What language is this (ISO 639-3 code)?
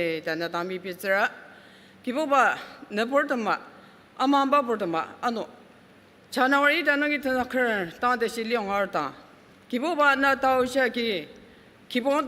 njo